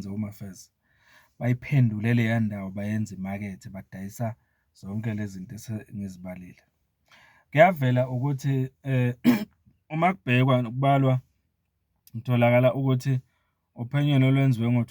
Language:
Zulu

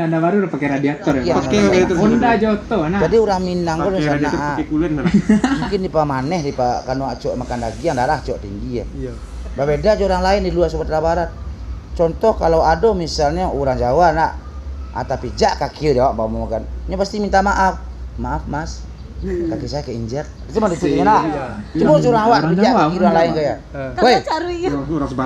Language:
Minangkabau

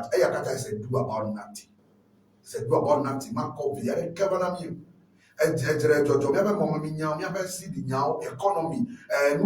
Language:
Ewe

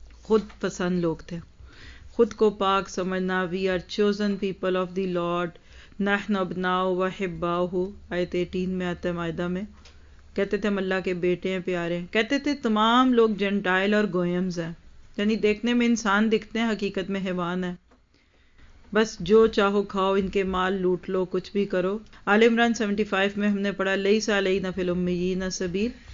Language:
Urdu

